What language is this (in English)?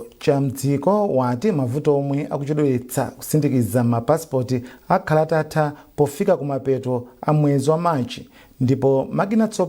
Nyanja